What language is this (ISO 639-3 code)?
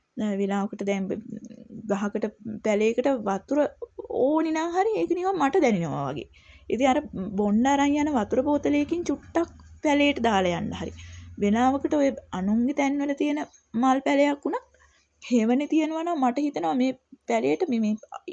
sin